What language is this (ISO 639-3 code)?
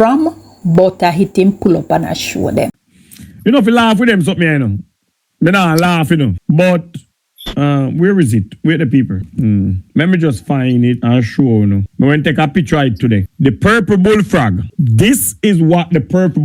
jam